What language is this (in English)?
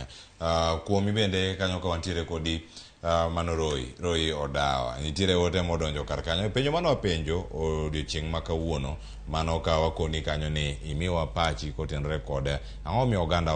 Luo (Kenya and Tanzania)